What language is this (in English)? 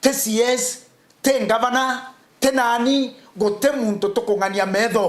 Meru